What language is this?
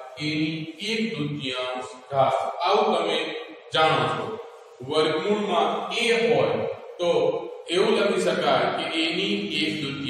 Gujarati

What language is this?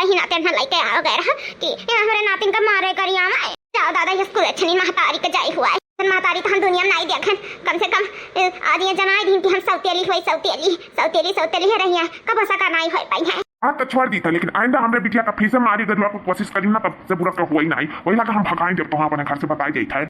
Awadhi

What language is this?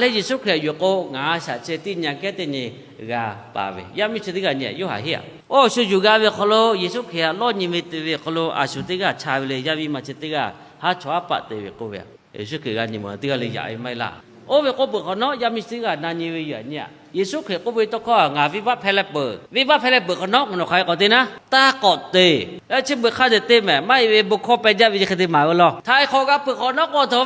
Lahu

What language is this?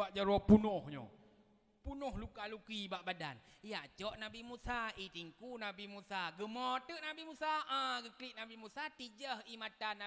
Achinese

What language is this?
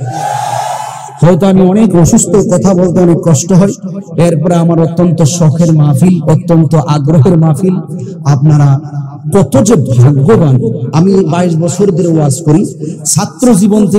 Bangla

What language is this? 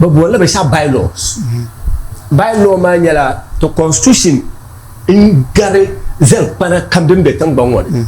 Dagbani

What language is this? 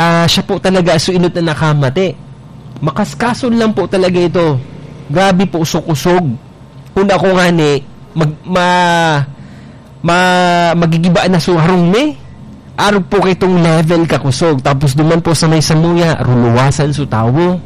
Bikol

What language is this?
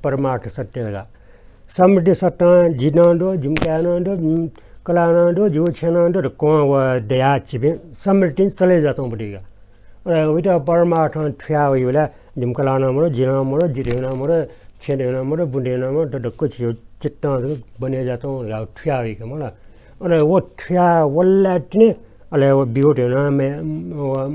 Newari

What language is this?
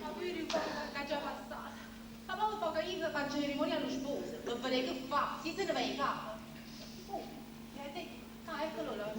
Neapolitan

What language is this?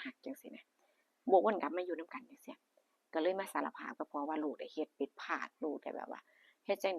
Northeastern Thai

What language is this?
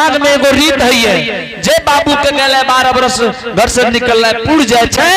Angika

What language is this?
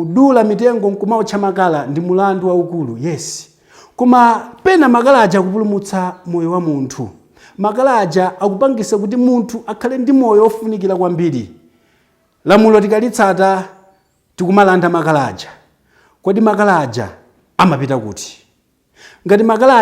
Nyanja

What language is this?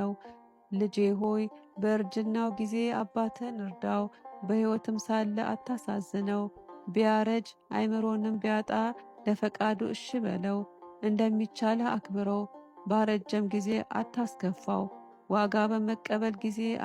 Amharic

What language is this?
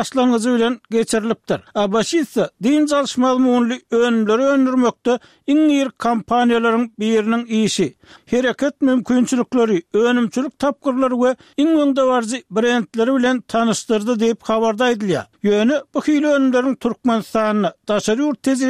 Turkmen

